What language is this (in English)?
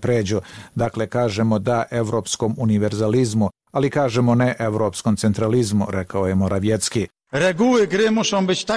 Croatian